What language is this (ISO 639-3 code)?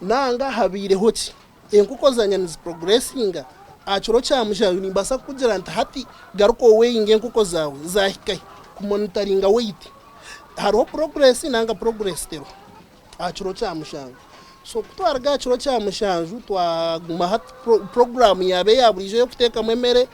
nyn